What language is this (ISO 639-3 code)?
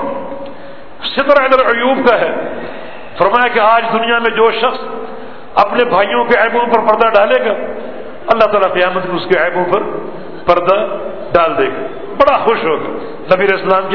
urd